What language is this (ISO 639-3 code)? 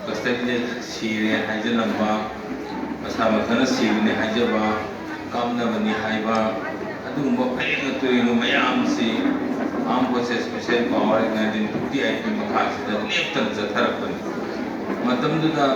mni